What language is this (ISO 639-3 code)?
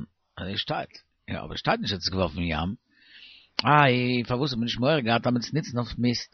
yid